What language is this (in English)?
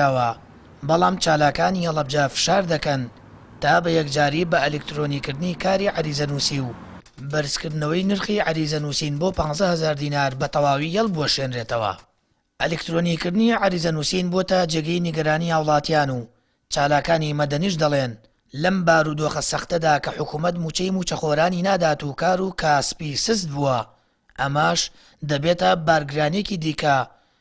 Central Kurdish